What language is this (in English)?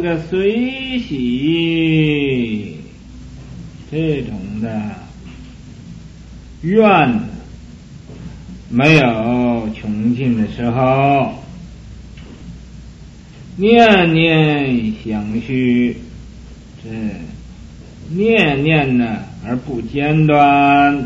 Chinese